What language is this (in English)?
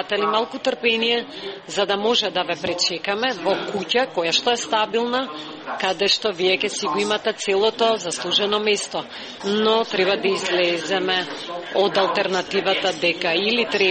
Macedonian